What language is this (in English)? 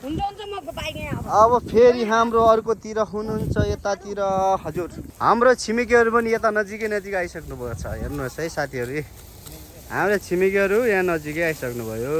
Nepali